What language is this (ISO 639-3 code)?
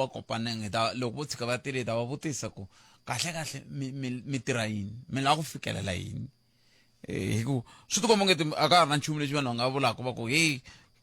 tso